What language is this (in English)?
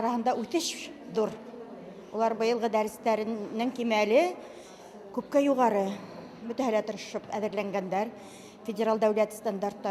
Bashkir